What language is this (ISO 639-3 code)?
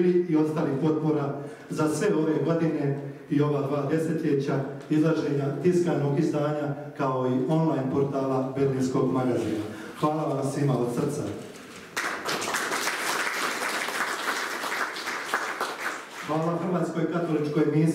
hrv